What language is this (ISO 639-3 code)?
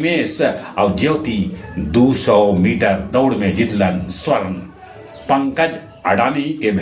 mag